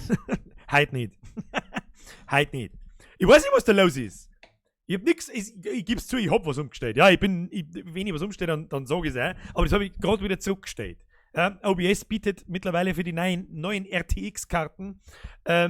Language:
Bavarian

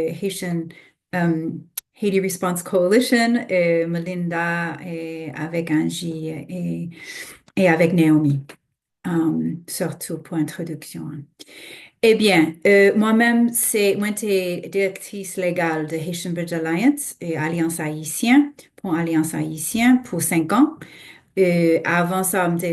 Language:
Haitian Creole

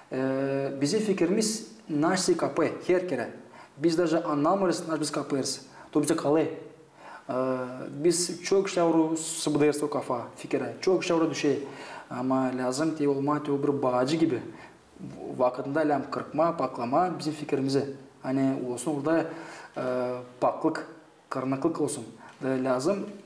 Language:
Gagauz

